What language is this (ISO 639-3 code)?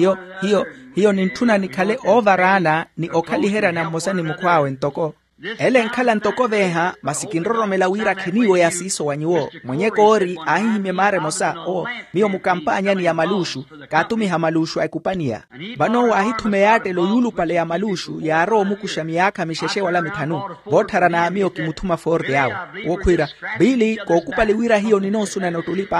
vmw